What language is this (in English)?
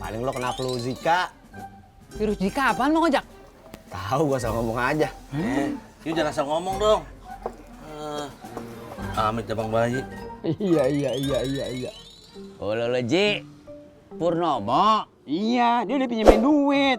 Betawi